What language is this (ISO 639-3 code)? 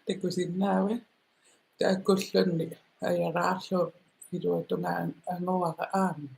kal